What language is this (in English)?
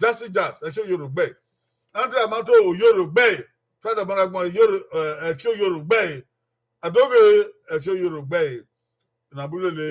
Bini